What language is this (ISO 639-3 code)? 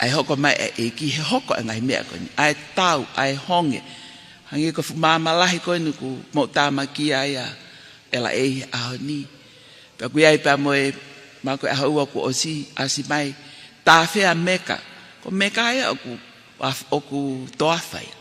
ton